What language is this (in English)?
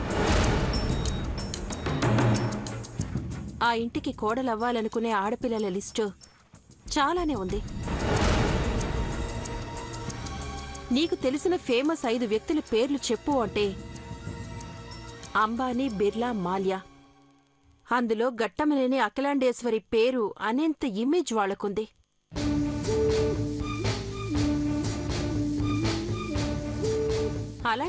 Telugu